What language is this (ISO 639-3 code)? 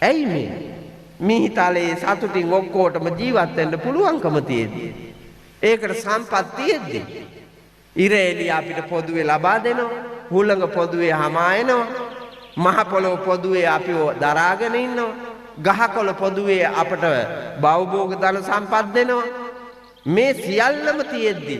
sin